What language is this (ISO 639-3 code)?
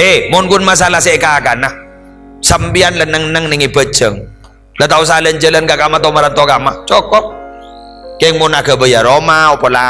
mad